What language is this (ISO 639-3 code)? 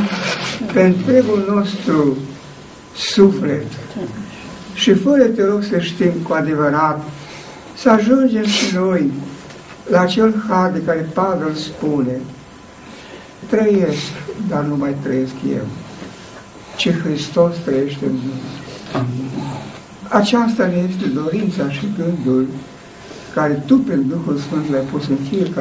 ron